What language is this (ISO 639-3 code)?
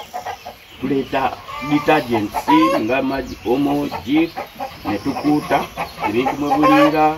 lug